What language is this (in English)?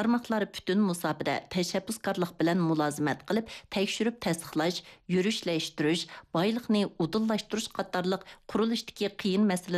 Uyghur